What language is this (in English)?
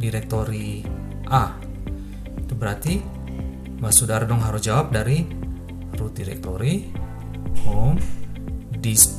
Ambonese Malay